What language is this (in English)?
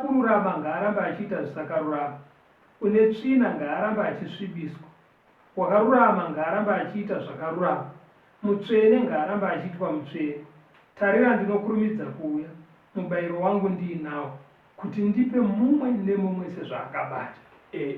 Shona